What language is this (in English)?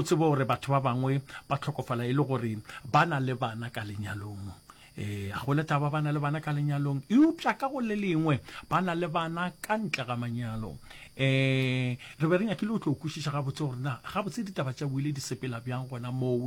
Northern Sotho